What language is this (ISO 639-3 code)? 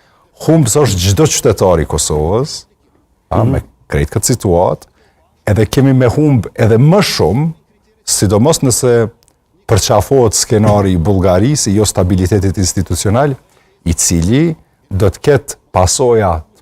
sqi